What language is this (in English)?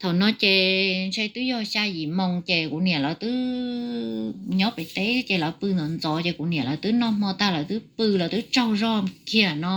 Hmong